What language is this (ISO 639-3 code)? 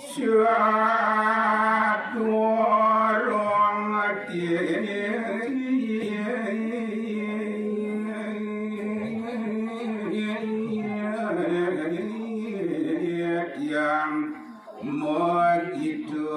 ban